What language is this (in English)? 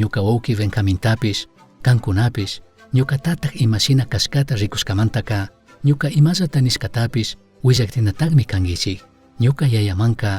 Chimborazo Highland Quichua